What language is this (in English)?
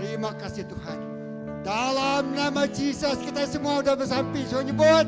Iban